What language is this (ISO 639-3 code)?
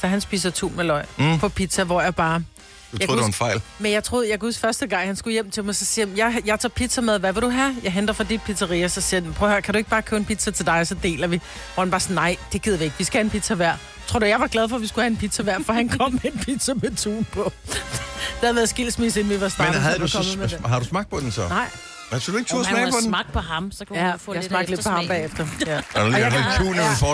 dan